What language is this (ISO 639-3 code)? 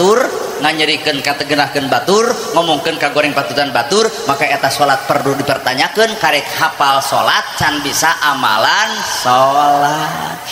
sun